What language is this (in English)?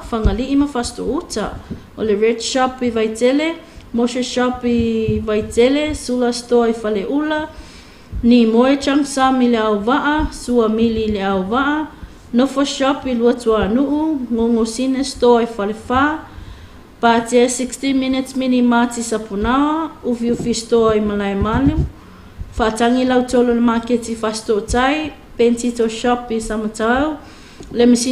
Samoan